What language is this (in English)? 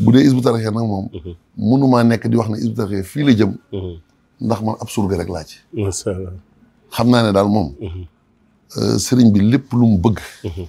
Wolof